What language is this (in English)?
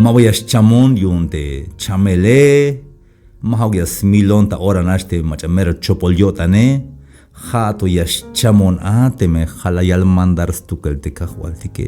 Tzeltal